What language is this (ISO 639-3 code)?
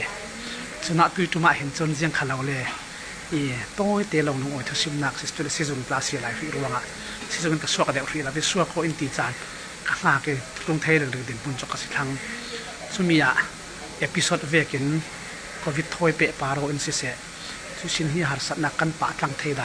cfm